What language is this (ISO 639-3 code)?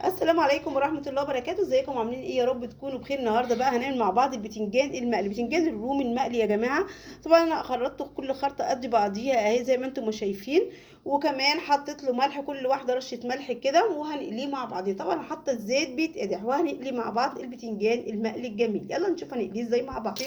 arz